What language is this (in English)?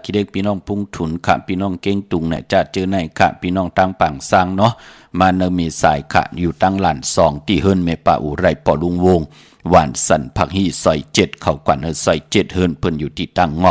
Shan